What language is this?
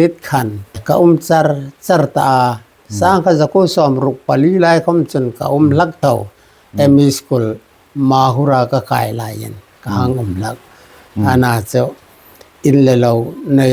Hmar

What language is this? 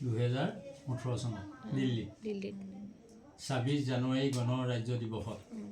Assamese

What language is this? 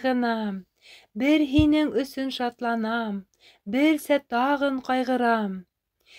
Bashkir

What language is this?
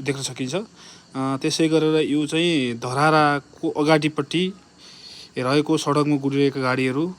Nepali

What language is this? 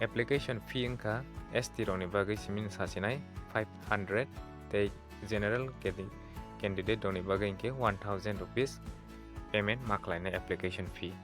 Kok Borok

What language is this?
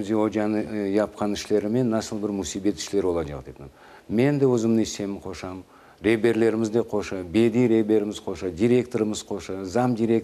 Crimean Tatar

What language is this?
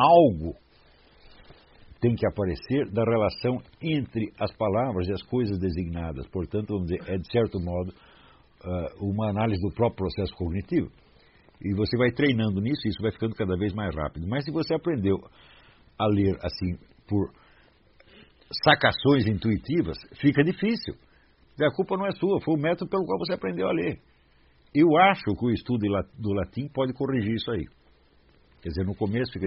Portuguese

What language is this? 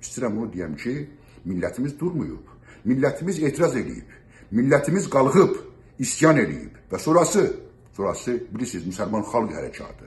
South Azerbaijani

